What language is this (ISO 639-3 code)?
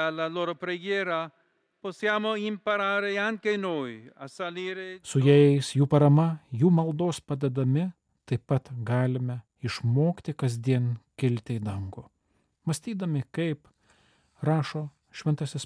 lit